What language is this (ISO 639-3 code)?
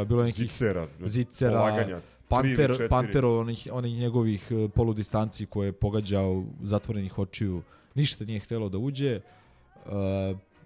srp